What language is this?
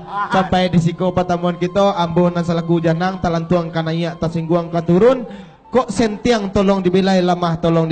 Minangkabau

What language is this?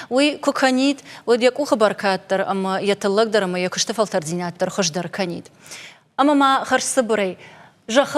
Ossetic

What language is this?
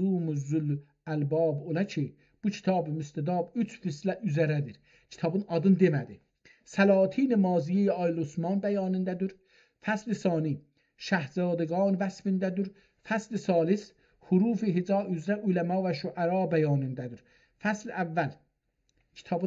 South Azerbaijani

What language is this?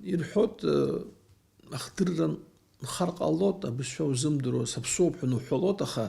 Abkhazian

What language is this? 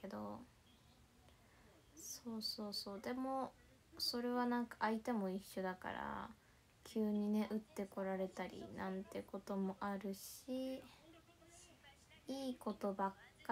Japanese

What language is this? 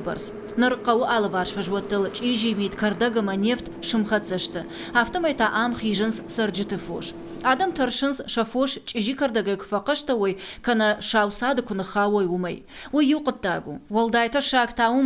Ossetic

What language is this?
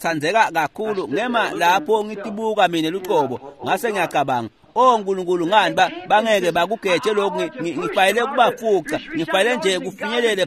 Swati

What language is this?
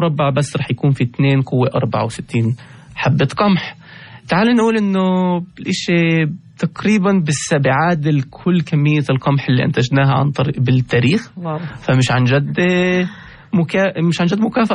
North Levantine Arabic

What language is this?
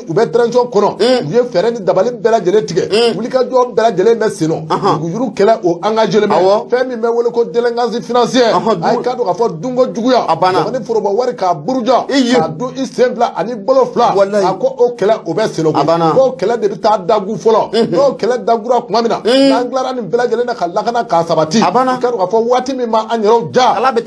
Bambara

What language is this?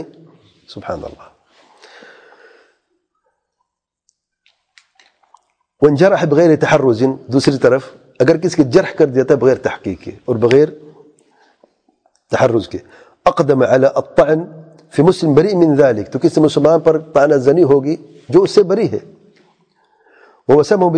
Urdu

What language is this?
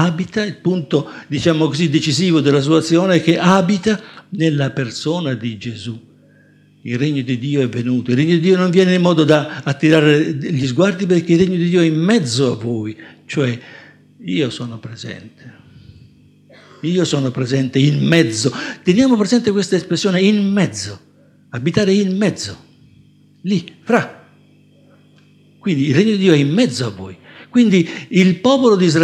Italian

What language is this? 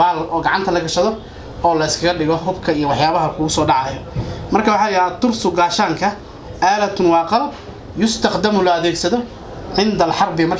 Somali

